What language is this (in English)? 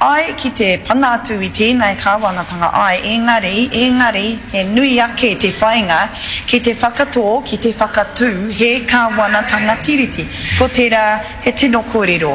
Māori